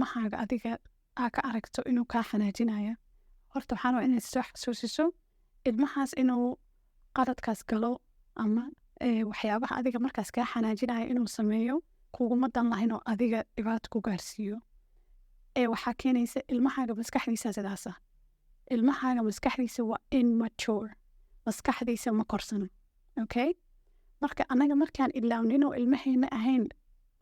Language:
Somali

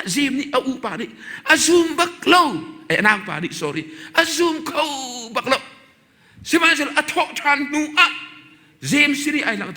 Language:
Hakha Chin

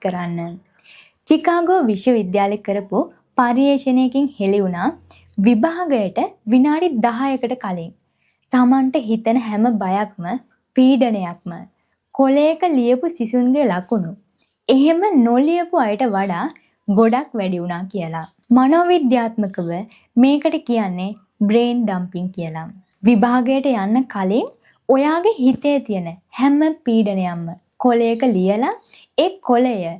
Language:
Sinhala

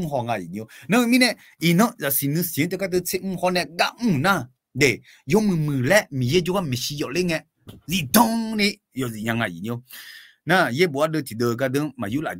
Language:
Akha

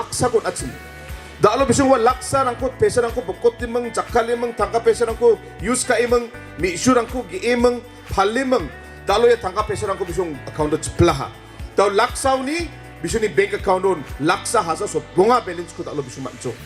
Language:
Garo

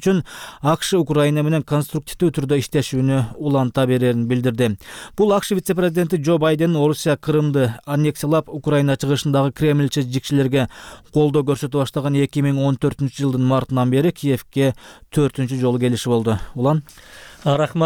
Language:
Kyrgyz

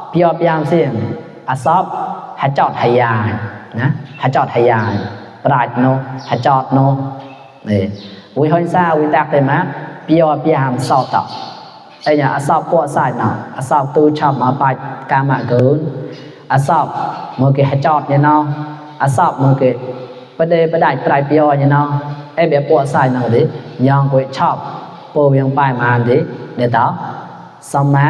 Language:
Mon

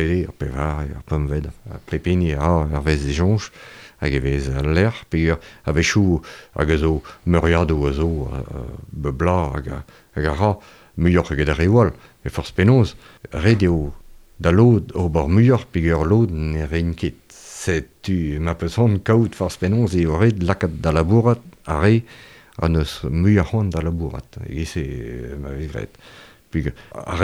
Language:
Breton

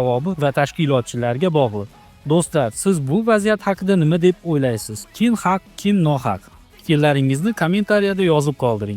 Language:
Uzbek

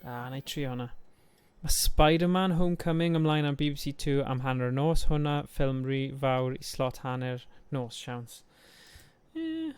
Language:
Welsh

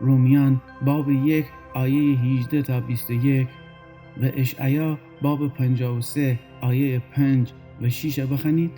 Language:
Gilaki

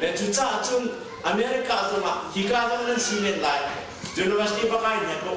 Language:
Hakha Chin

